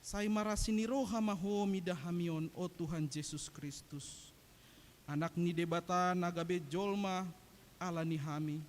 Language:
Batak Toba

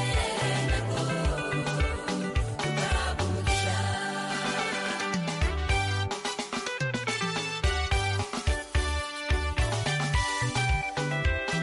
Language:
Kinyarwanda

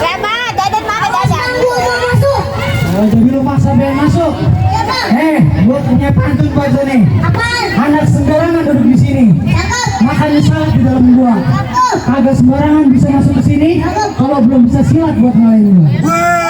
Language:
Betawi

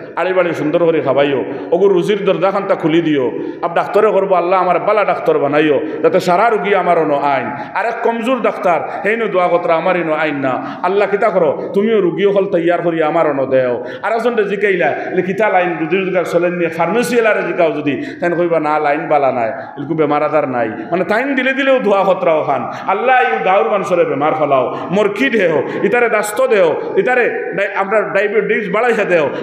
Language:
Sylheti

